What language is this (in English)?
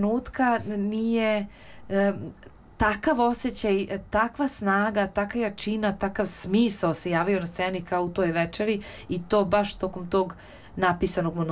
Serbian